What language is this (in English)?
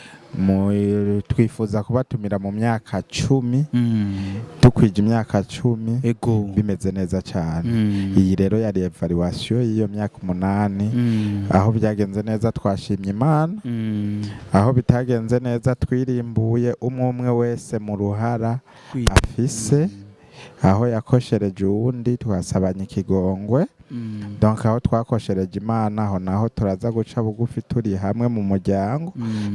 Rundi